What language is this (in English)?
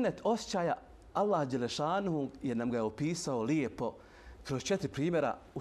Bosnian